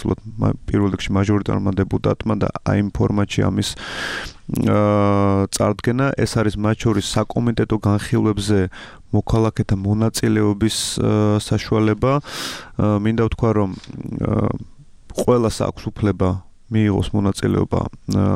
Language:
Georgian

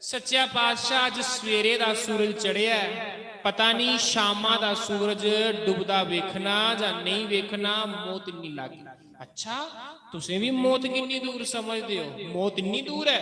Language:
Dogri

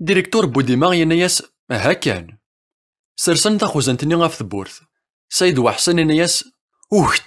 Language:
Kabyle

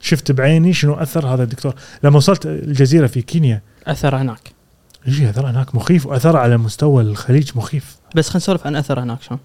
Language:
Gulf Arabic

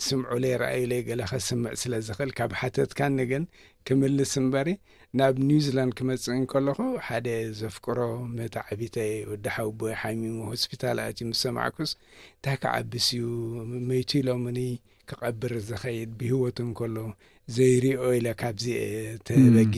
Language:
Tigrinya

